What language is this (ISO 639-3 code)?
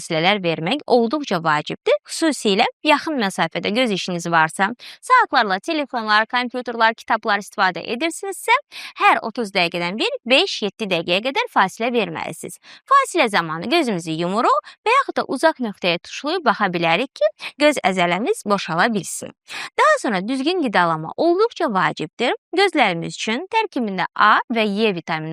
aze